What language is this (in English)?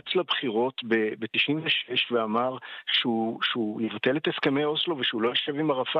Hebrew